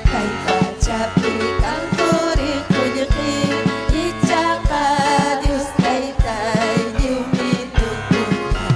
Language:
Ayacucho Quechua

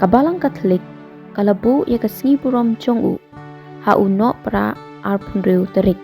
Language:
Khasi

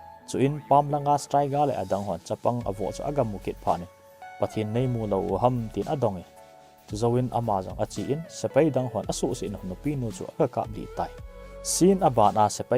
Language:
Thado Chin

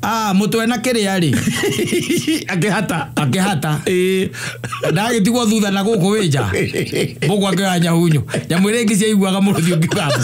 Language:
Kikuyu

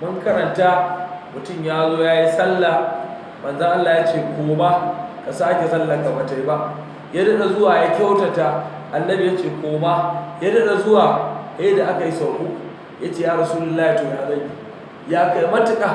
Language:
Hausa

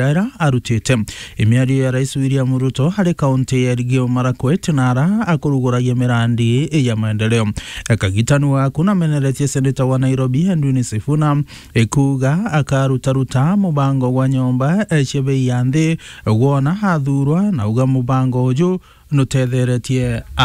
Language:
Meru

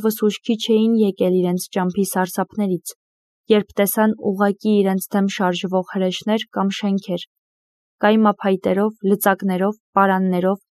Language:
Armenian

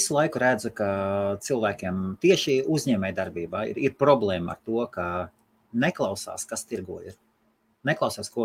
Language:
Latvian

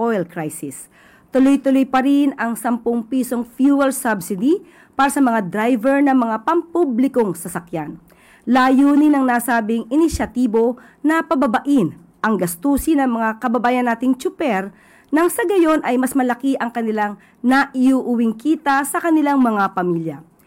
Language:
Filipino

